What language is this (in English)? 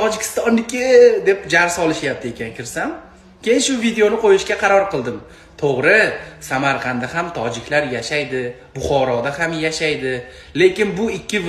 Uzbek